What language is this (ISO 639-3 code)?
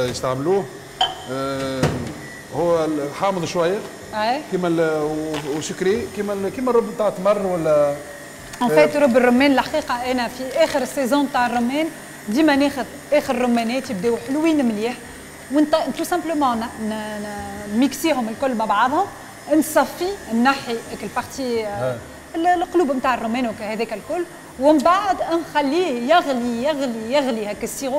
aeb